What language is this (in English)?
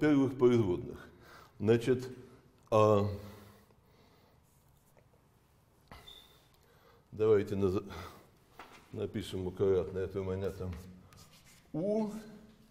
Russian